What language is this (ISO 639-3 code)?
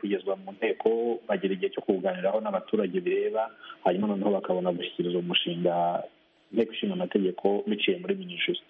kin